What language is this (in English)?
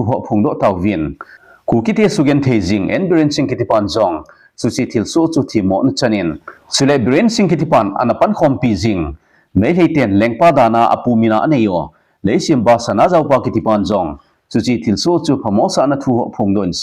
Thado Chin